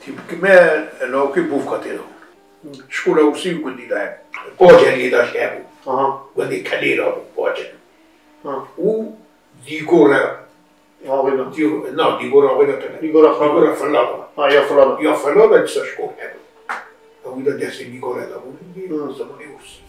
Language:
Kurdish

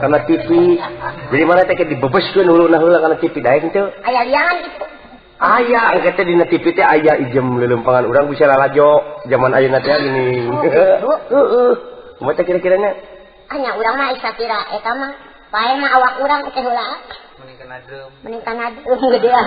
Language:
Sundanese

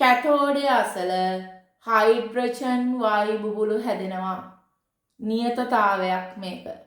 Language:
Sinhala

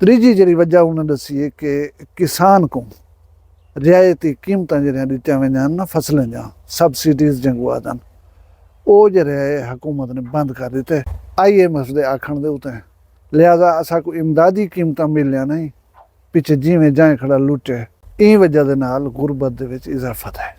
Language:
Saraiki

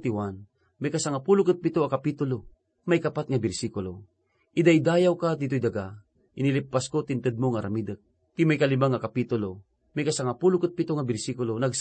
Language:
Iloko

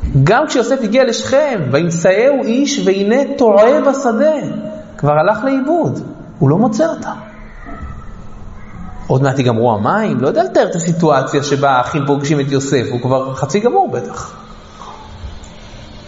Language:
Hebrew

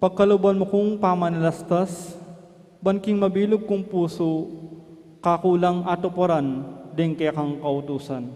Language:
Pampanga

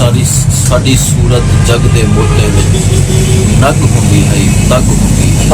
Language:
Saraiki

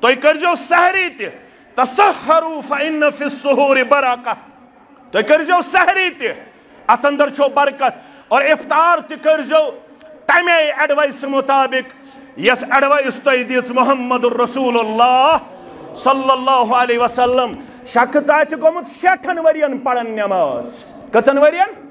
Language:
Kashmiri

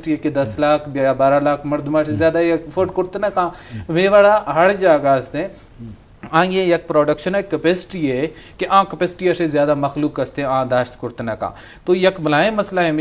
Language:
Eastern Balochi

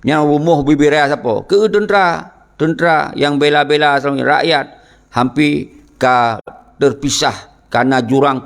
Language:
Achinese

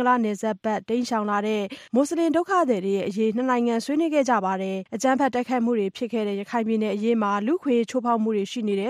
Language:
Burmese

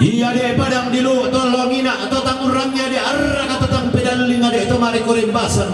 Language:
Toraja-Sa'dan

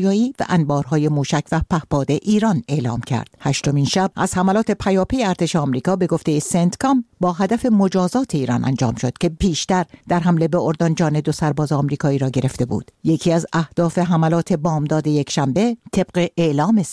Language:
Persian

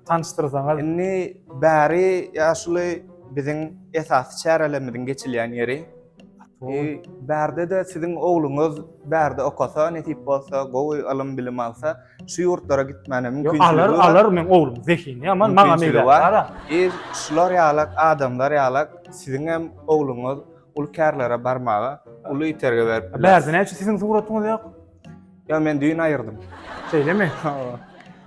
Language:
Turkmen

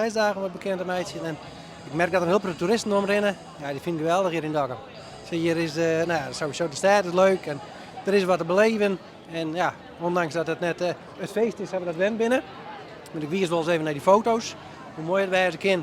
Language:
Western Frisian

